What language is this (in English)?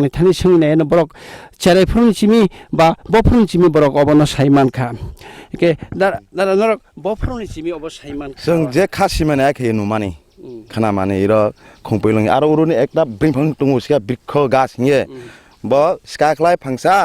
Kok Borok